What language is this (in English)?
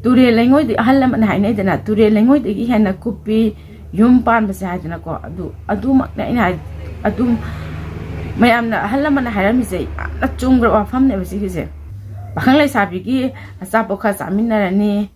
Manipuri